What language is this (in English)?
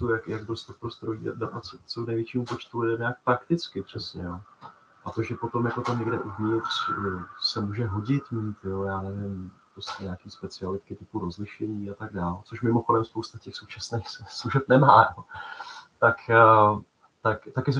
Czech